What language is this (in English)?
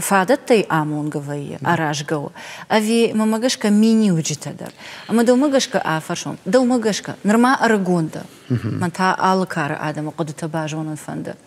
Ossetic